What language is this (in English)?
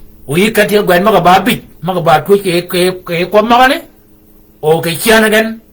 Shilluk